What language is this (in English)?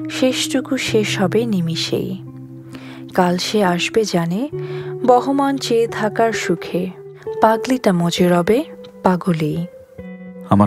Bangla